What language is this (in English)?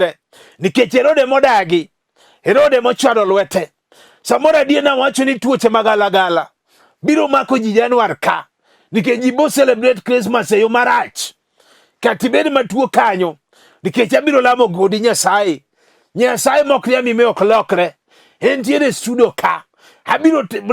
Luo (Kenya and Tanzania)